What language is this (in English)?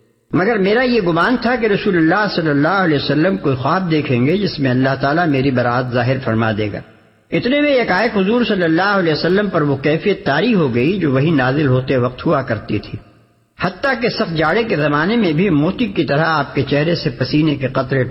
Urdu